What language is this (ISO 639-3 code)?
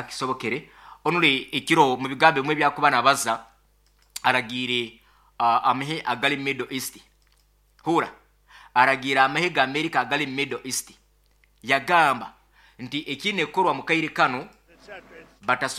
nyn